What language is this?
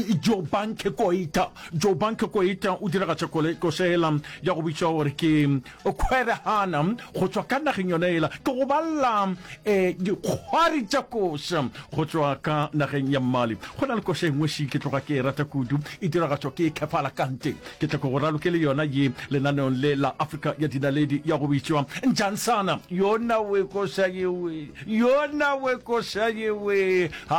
Northern Sotho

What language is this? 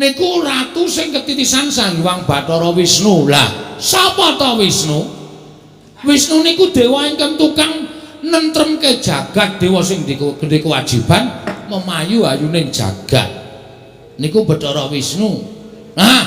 Javanese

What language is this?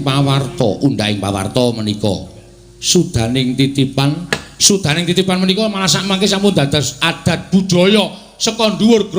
Javanese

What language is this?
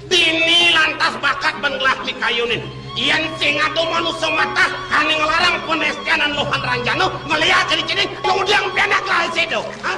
Balinese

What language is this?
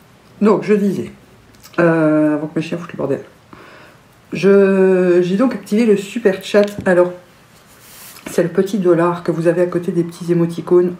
French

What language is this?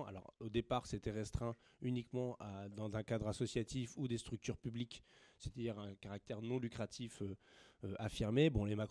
French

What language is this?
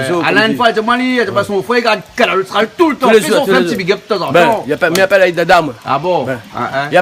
Réunion Creole French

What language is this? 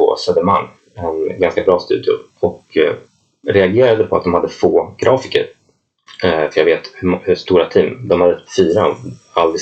Swedish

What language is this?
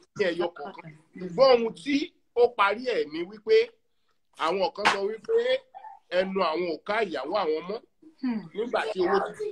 Yoruba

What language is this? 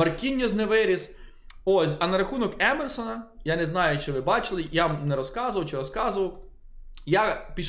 Ukrainian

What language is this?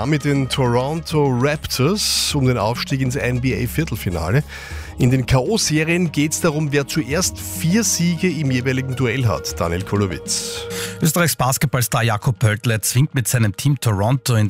German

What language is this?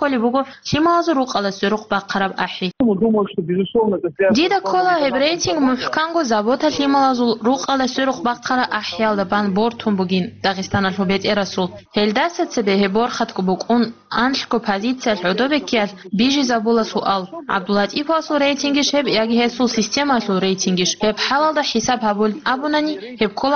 Avaric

